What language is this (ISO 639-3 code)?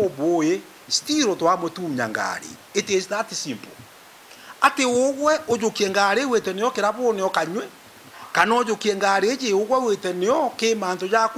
mer